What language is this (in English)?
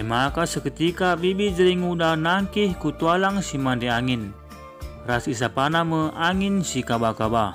Batak Karo